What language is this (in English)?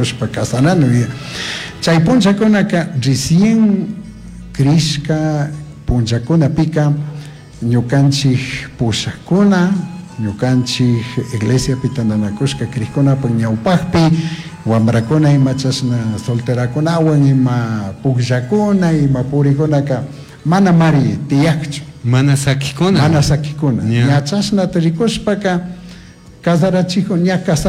Chimborazo Highland Quichua